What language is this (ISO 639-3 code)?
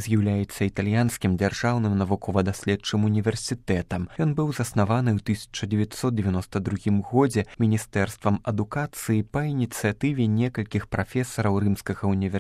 bel